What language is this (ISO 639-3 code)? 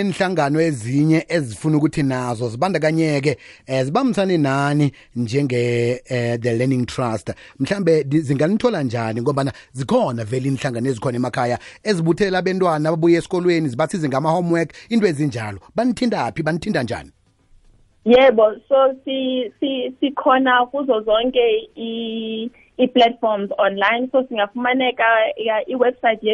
nbl